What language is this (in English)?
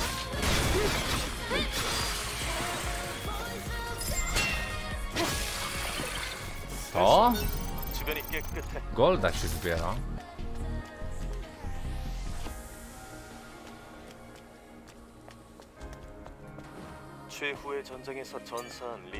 Polish